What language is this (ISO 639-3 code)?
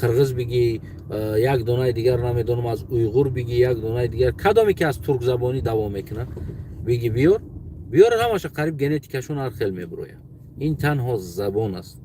tgk